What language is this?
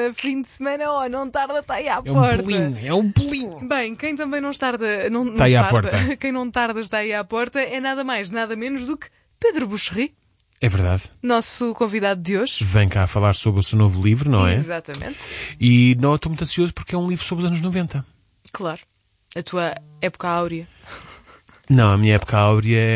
Portuguese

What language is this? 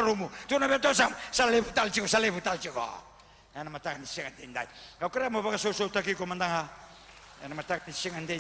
Fijian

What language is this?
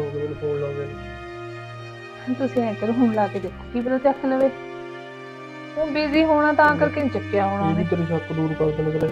Punjabi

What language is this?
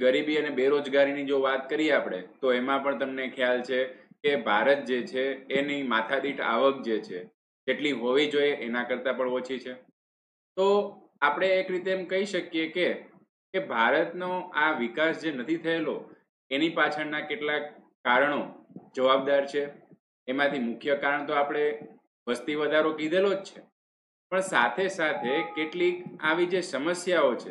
Gujarati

